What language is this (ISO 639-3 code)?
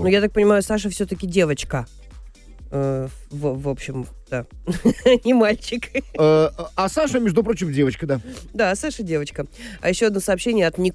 rus